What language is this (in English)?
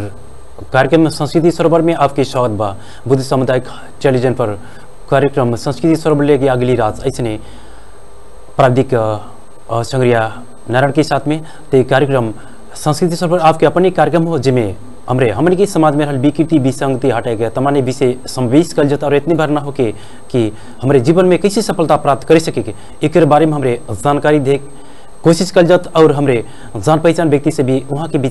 Bhojpuri